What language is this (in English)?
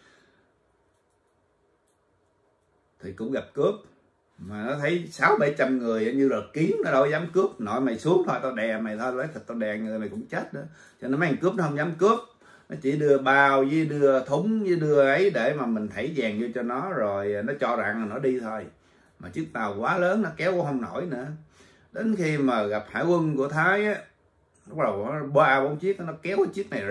Vietnamese